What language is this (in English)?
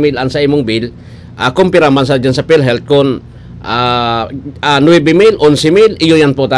Bikol